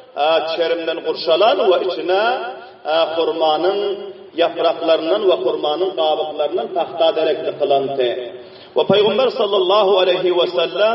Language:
Turkmen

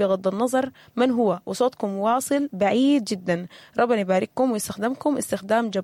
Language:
Sudanese Arabic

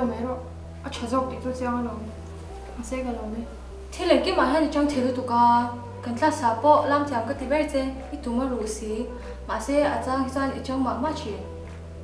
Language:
Mizo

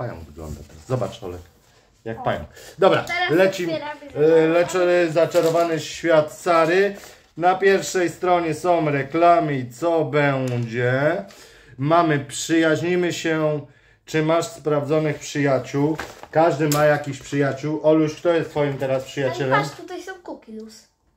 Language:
Polish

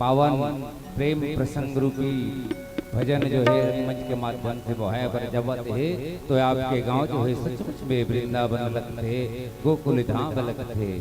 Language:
Chhattisgarhi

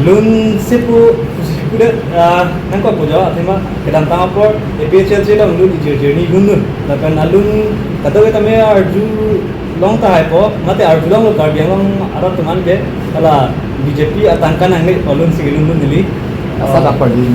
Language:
Karbi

